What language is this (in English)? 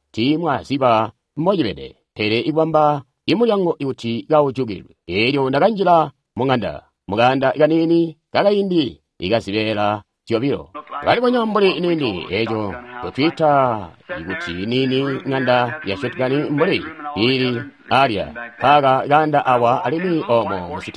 Tonga (Zambia)